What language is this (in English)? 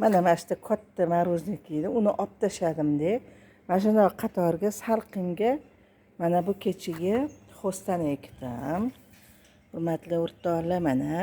Uzbek